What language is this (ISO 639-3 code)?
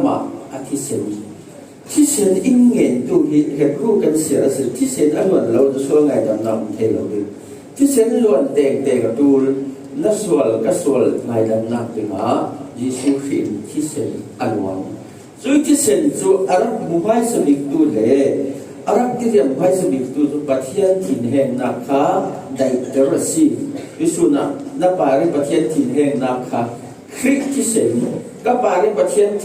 cfm